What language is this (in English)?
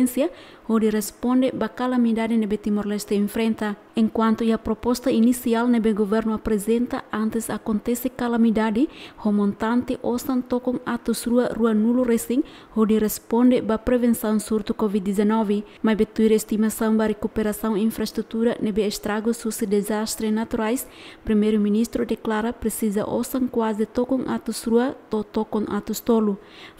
Tetum